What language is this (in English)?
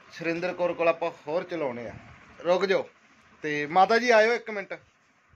Punjabi